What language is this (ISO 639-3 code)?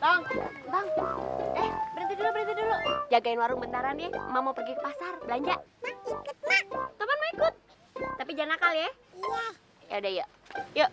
bew